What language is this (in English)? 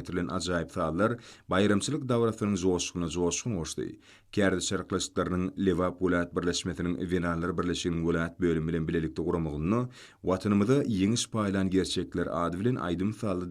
Turkmen